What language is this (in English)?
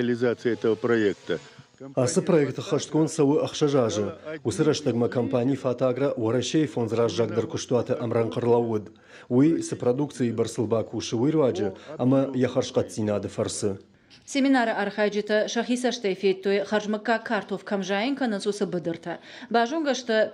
Ossetic